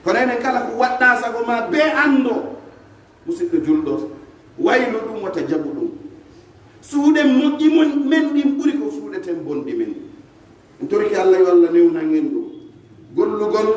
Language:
Pular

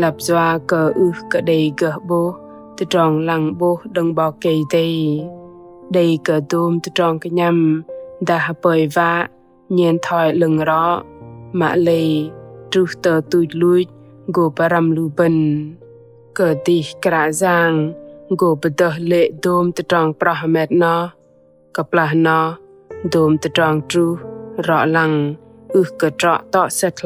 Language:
Bahnar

